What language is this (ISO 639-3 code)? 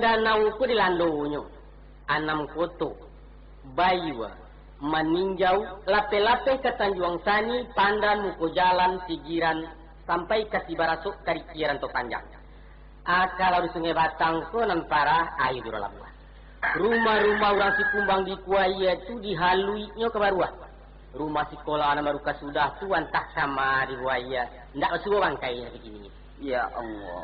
min